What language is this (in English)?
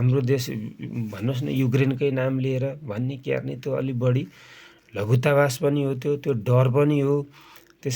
Nepali